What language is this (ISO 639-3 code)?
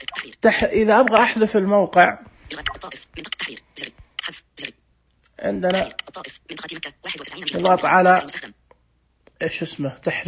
ars